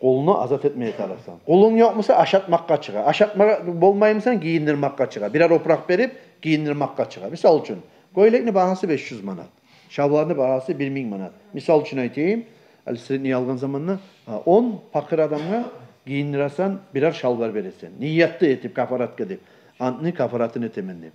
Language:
Kumyk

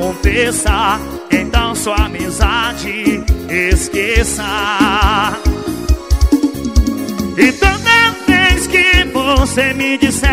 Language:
Portuguese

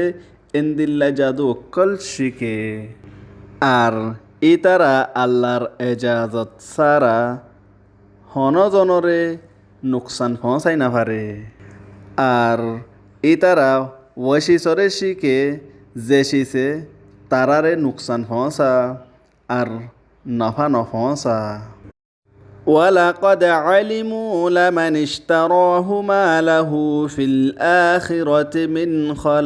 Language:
Rohingya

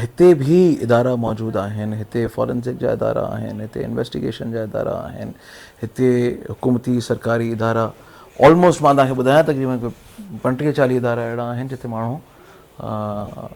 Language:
Sindhi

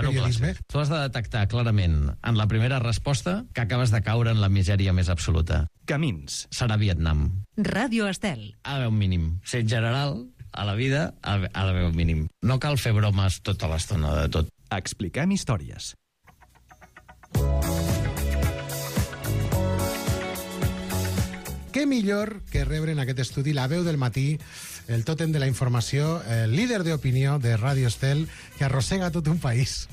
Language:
Catalan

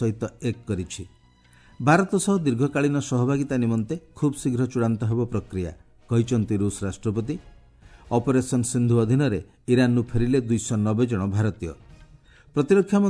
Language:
Odia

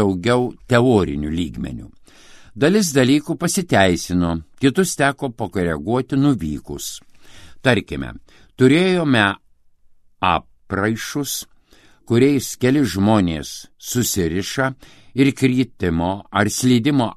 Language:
Lithuanian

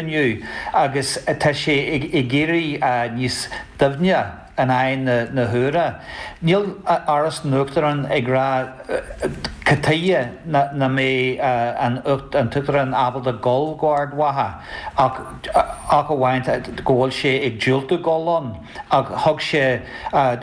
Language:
Irish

